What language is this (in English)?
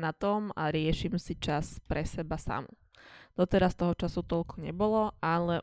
Slovak